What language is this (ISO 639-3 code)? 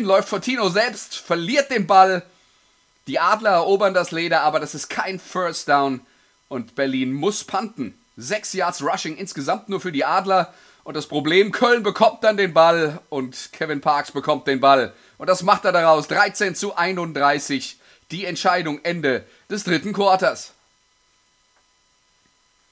deu